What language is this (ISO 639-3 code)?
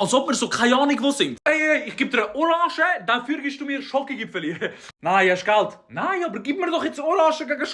gsw